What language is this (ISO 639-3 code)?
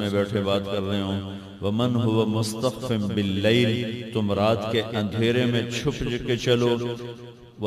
urd